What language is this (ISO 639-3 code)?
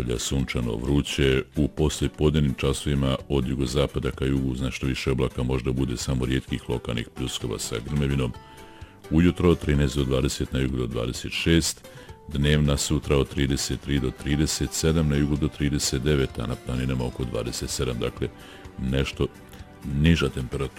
bos